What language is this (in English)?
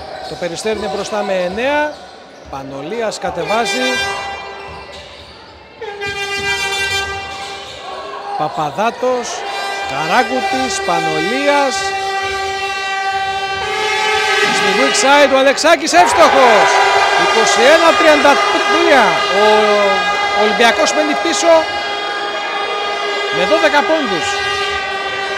Greek